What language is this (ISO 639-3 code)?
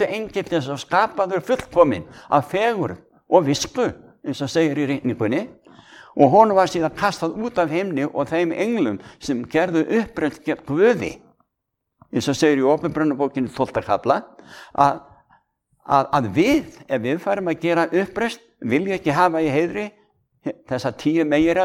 isl